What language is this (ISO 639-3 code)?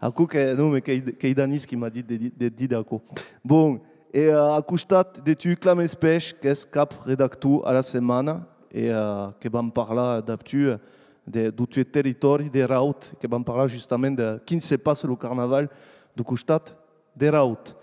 oci